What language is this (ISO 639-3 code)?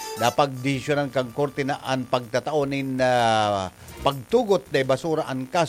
bik